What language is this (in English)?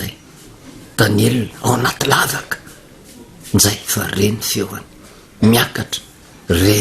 Malagasy